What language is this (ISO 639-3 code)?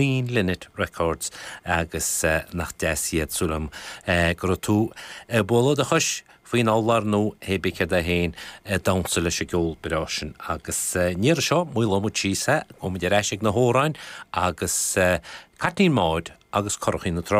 gle